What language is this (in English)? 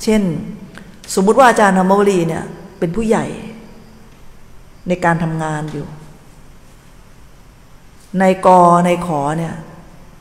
Thai